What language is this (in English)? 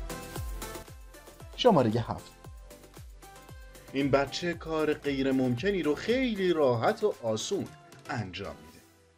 Persian